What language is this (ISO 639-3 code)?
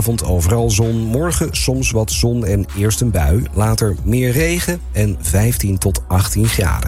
nld